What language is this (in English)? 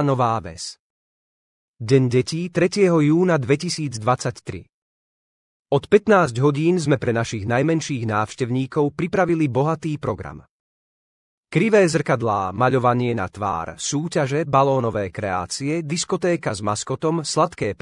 Slovak